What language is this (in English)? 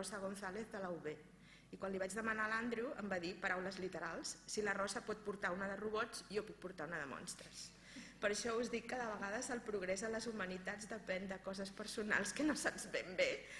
Catalan